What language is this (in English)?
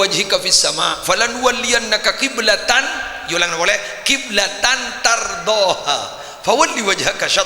Madurese